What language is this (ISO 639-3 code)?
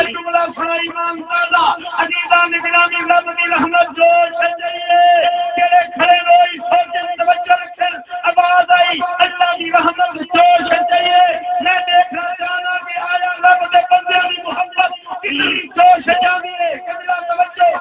skr